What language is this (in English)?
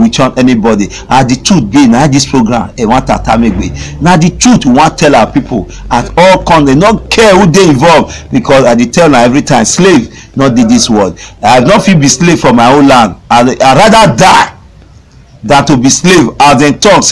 Nigerian Pidgin